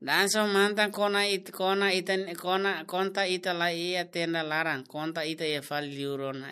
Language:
Tetum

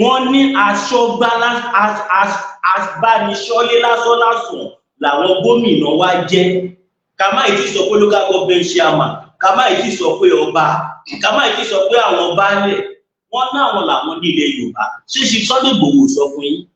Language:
Yoruba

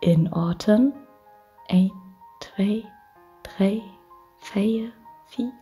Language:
Low German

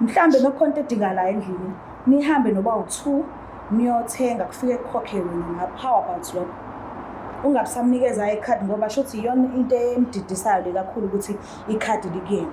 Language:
Zulu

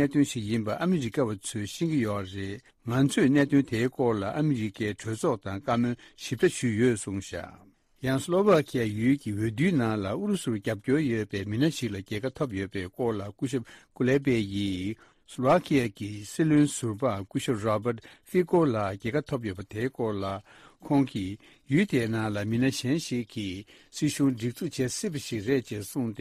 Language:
Tibetan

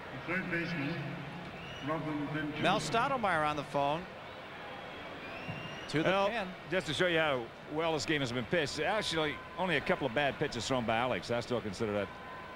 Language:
English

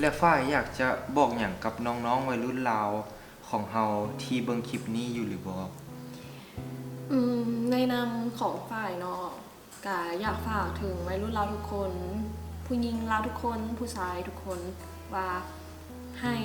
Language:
Lao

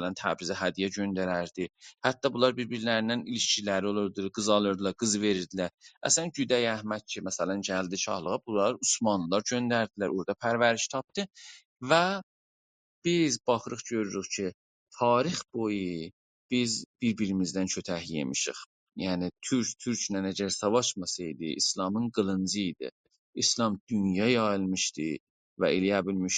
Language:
South Azerbaijani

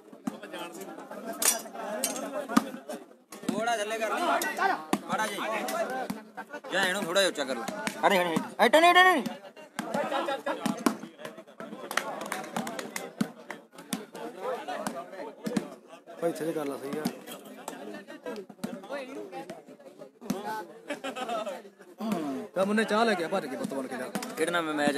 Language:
Punjabi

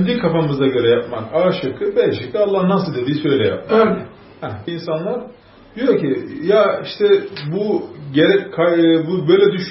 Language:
Turkish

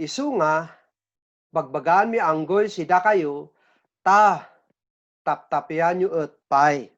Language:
Kankanaey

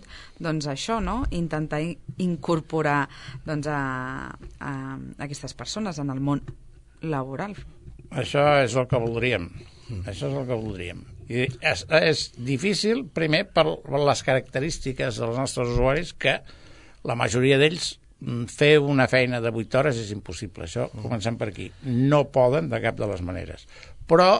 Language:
Catalan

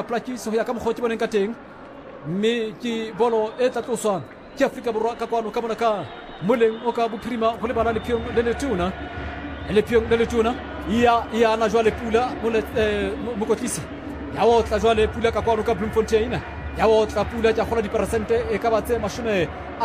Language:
Southern Sotho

